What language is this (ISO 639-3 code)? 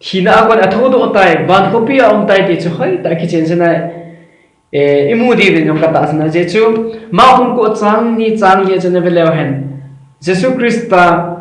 tcz